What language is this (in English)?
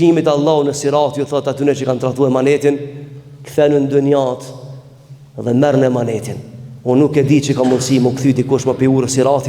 Albanian